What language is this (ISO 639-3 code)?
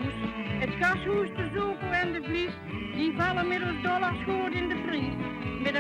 lim